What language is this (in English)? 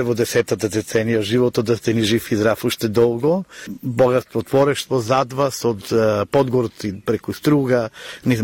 Macedonian